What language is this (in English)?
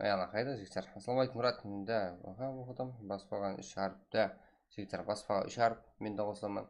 Kara-Kalpak